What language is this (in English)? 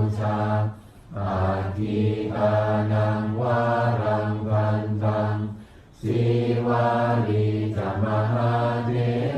Pali